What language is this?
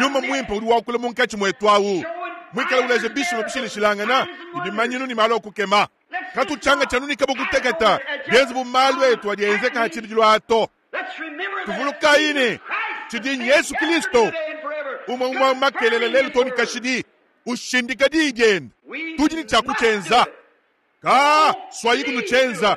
Luba-Lulua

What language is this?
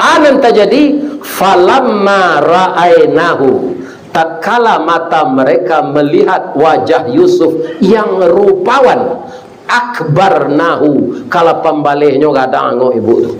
Minangkabau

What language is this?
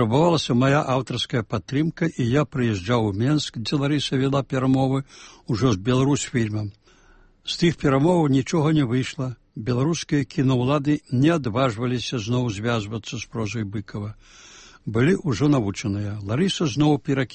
Belarusian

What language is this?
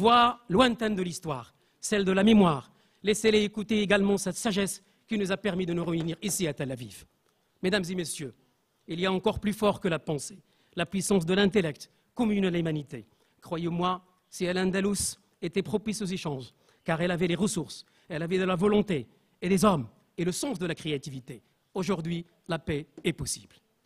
French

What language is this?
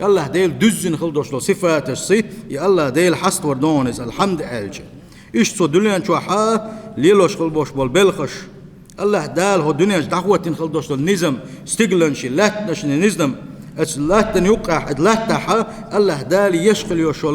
Chechen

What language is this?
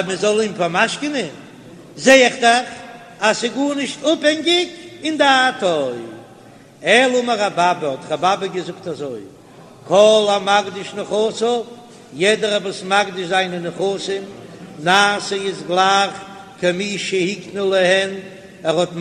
Yiddish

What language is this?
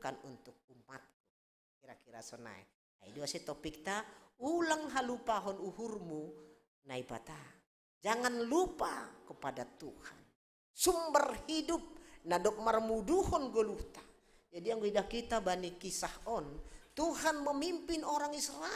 Batak Simalungun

